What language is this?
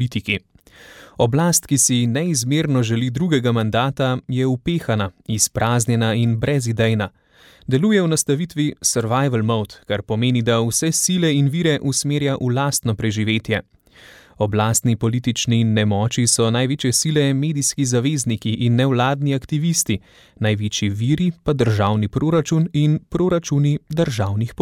Slovenian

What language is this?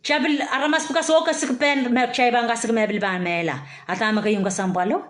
Pohnpeian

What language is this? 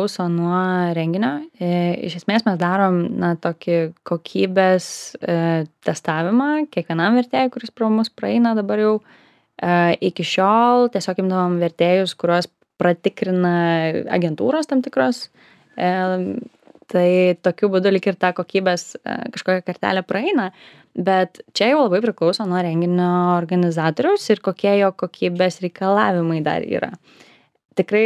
Lithuanian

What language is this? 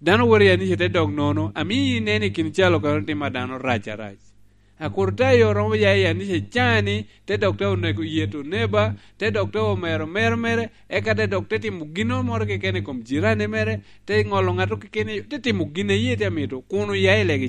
Lango (Uganda)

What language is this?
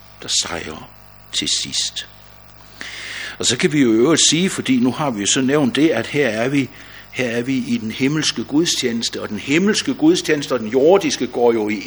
Danish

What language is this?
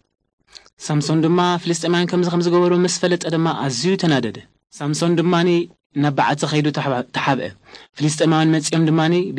Tigrinya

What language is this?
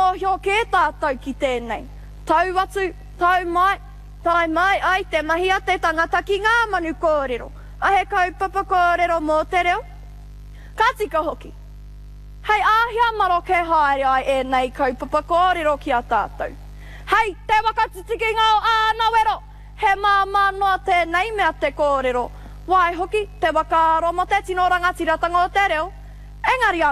Māori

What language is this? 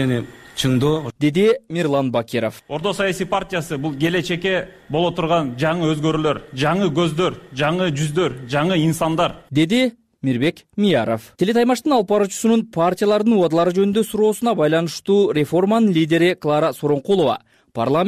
Kyrgyz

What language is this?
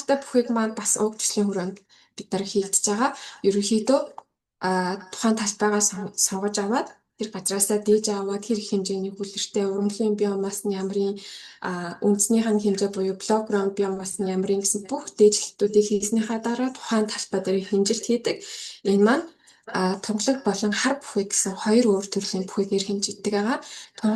Mongolian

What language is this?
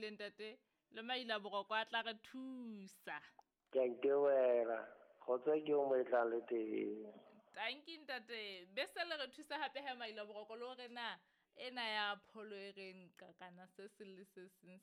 Southern Sotho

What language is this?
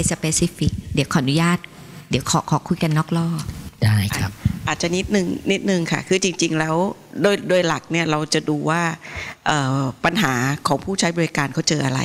Thai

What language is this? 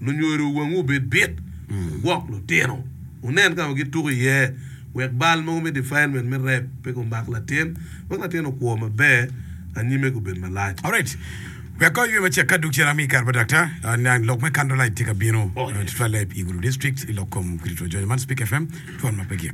Acoli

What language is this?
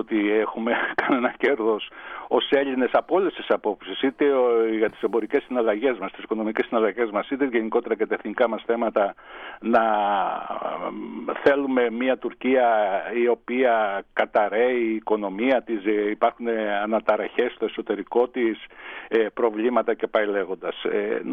Greek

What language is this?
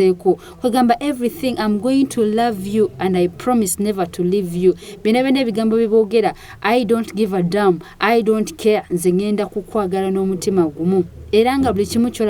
Ganda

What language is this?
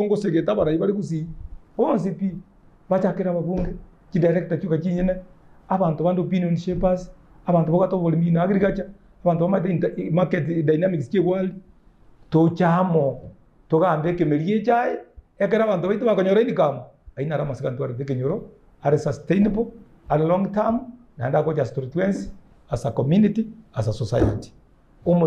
Gusii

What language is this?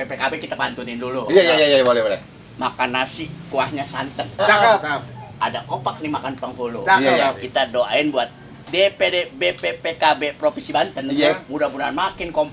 Betawi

